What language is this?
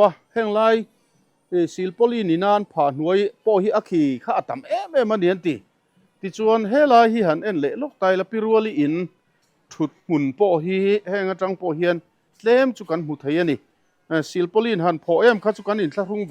Mizo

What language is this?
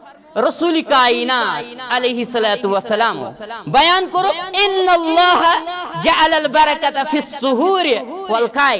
Kashmiri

